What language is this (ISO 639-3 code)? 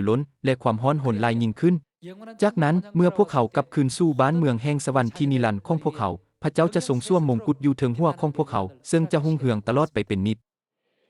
lao